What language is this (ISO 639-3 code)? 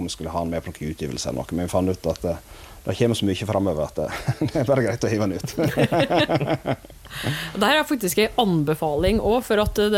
nor